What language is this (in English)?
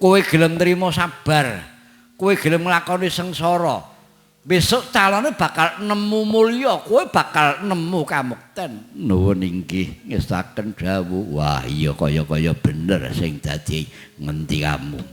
Javanese